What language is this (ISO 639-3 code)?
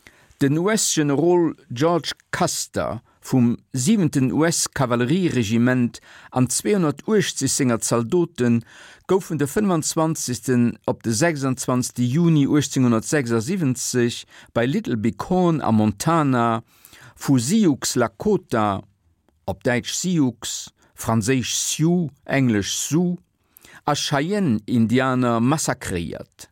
ltz